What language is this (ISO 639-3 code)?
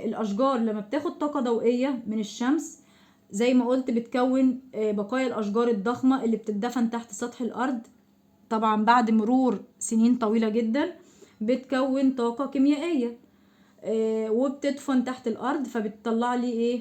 arz